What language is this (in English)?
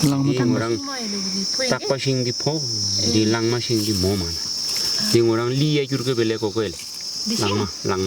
Tibetan